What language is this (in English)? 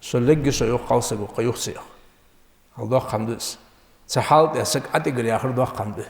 Ingush